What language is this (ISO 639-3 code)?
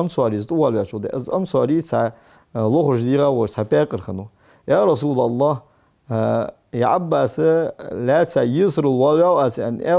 inh